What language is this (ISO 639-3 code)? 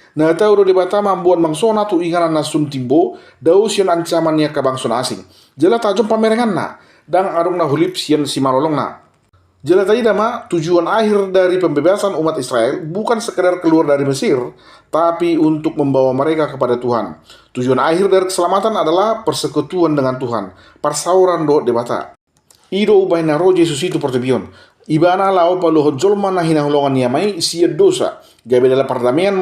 bbc